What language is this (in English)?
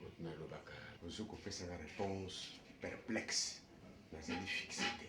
Lingala